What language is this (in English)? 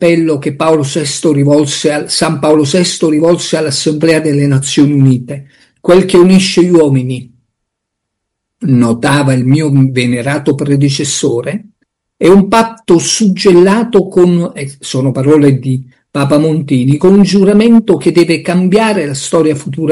Italian